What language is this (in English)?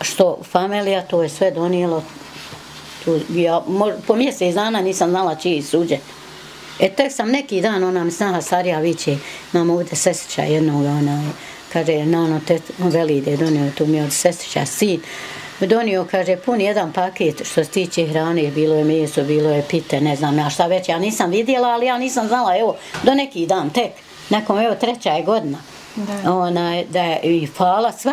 Bosnian